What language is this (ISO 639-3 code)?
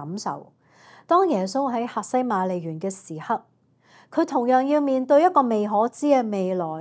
yue